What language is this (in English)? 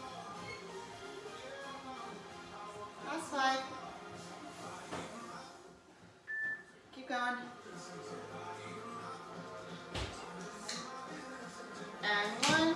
English